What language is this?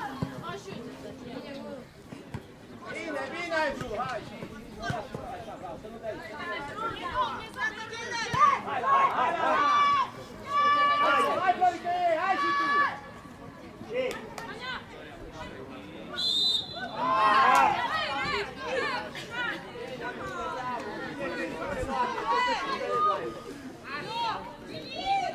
Romanian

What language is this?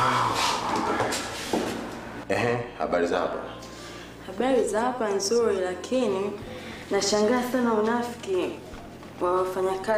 Swahili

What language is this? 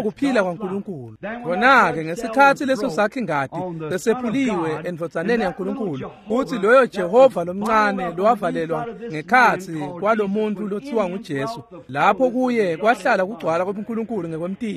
Swati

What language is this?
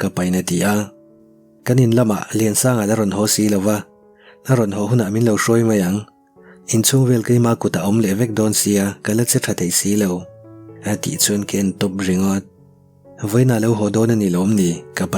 Mizo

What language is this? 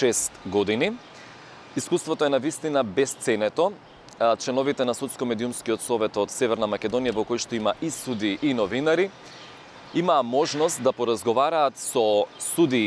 Macedonian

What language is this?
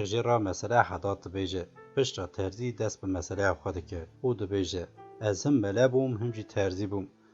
Kurdish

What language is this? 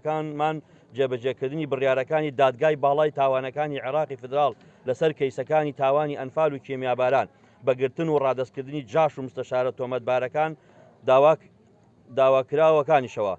Central Kurdish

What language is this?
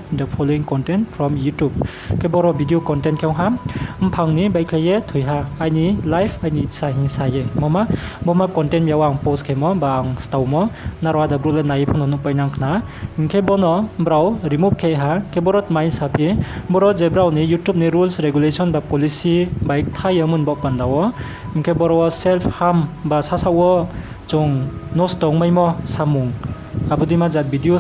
Riang (India)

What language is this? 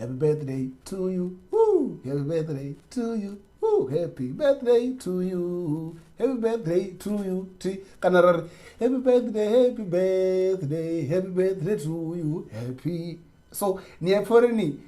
Venda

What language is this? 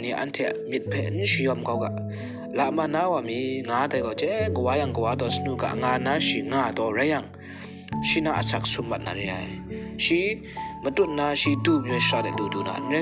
Kachin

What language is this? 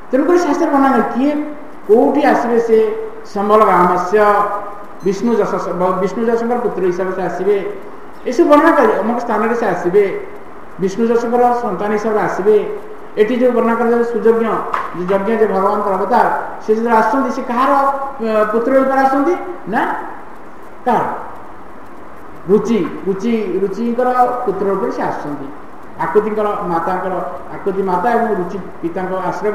Odia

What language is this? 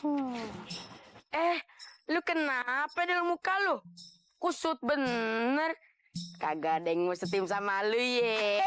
Betawi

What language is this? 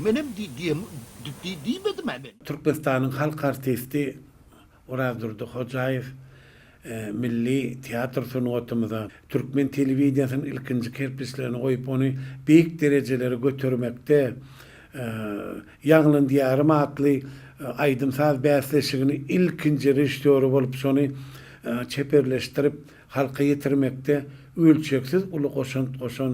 Turkmen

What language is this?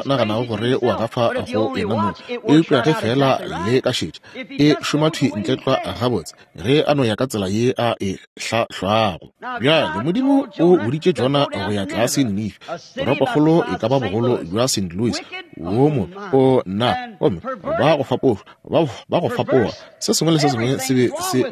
Northern Sotho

